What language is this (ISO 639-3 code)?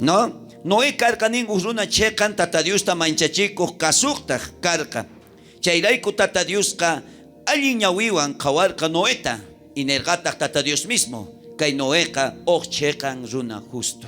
quh